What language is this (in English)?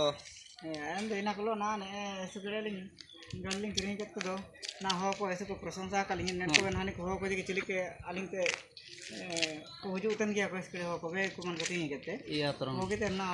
Ho